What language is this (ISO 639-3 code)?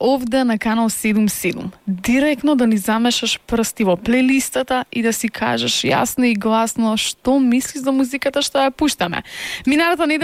mkd